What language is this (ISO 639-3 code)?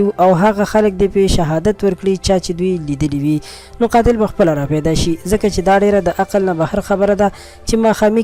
pus